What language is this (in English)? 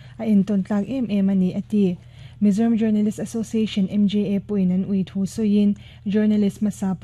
Mizo